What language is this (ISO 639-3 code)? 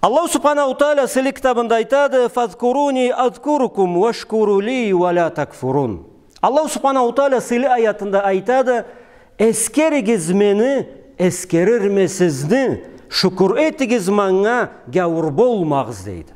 krc